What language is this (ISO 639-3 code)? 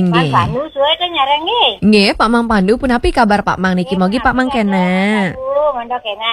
ban